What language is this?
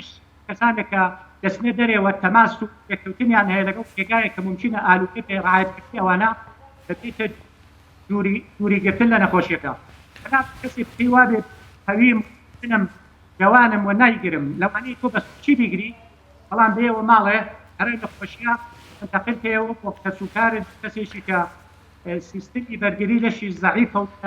Central Kurdish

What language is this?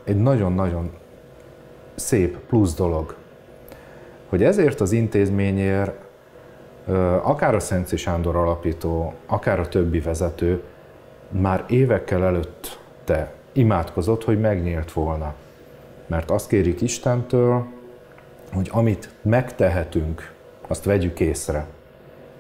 Hungarian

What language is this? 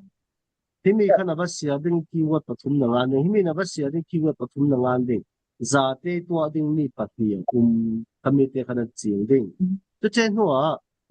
Falam Chin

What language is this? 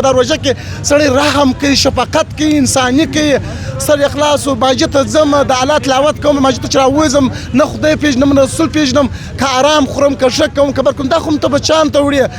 Pashto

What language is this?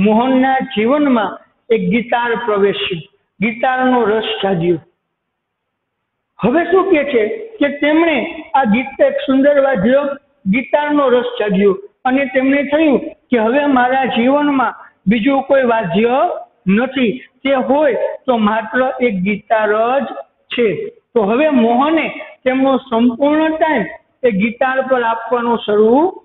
Gujarati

